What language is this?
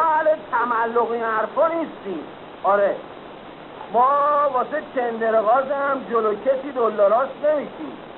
Persian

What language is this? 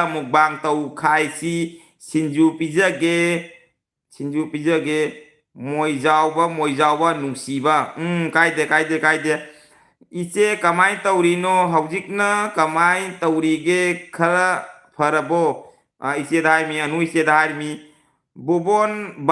Manipuri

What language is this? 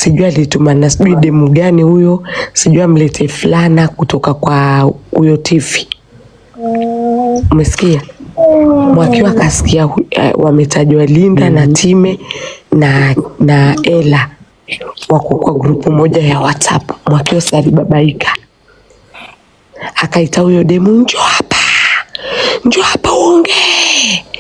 Swahili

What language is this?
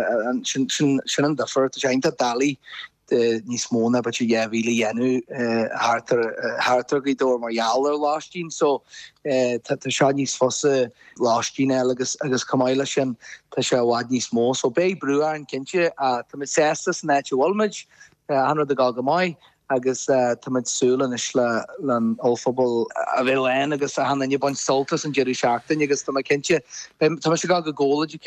Irish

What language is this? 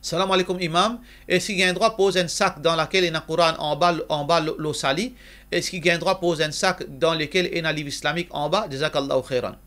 Morisyen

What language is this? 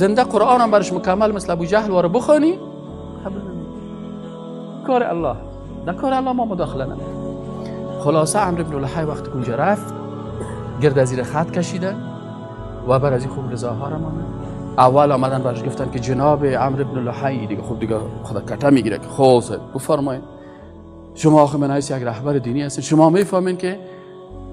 Persian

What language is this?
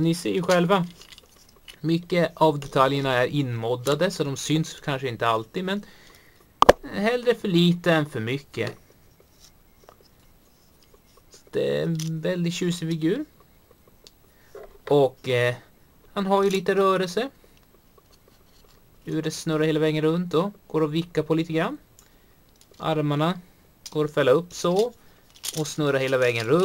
Swedish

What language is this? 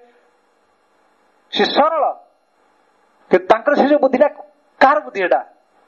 Odia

